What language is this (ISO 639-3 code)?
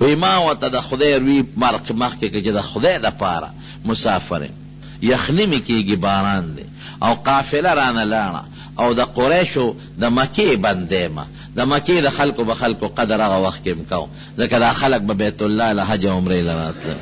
pus